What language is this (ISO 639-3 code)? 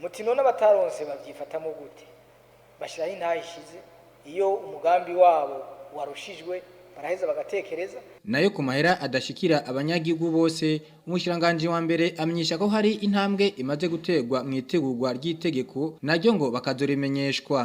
run